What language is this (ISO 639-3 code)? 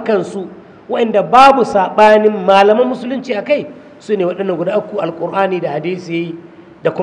hau